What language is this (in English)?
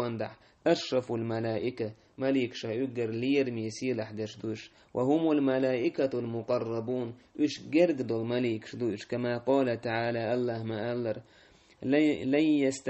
Chechen